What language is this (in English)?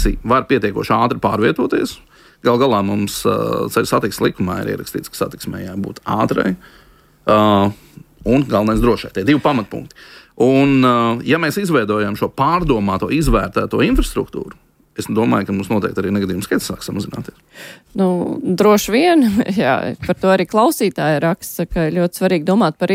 Latvian